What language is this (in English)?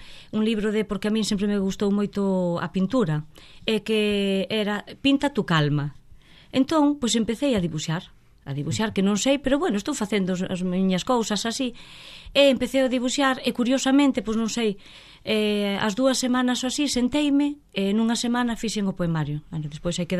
Galician